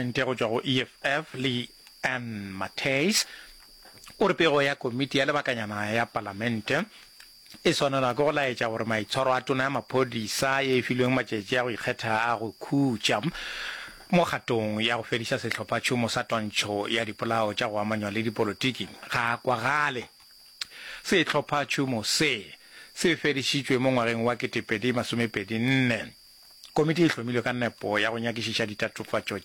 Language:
Northern Sotho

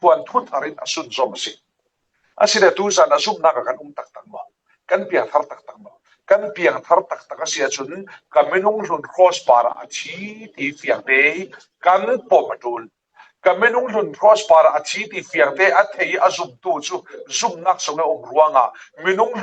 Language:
Falam Chin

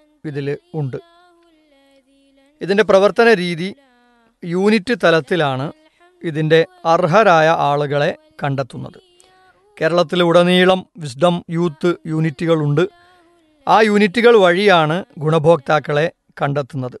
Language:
Malayalam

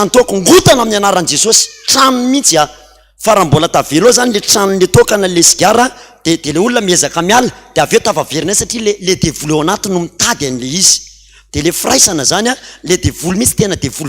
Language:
Malagasy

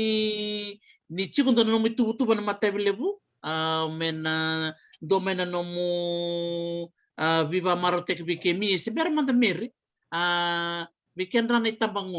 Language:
Fijian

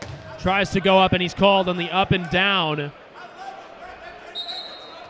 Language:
English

